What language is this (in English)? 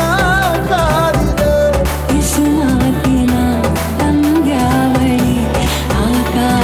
Kannada